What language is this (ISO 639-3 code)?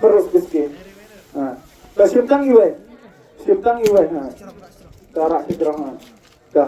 kha